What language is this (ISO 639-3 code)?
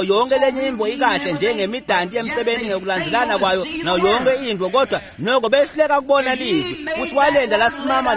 ssw